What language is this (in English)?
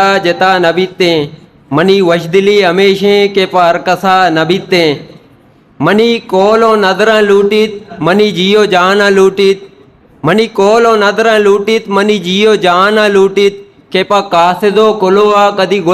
Eastern Balochi